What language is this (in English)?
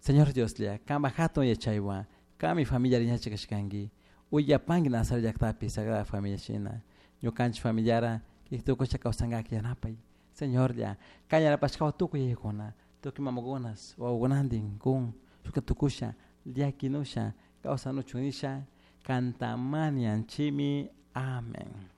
Chimborazo Highland Quichua